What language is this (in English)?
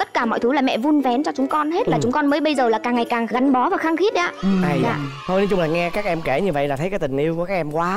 Vietnamese